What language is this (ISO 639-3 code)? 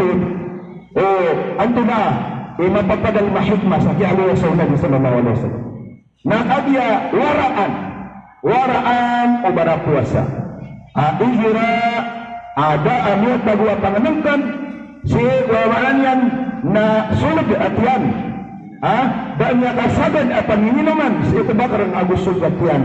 mrw